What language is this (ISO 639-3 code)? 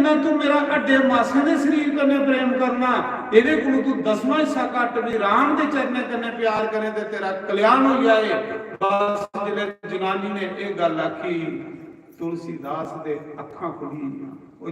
doi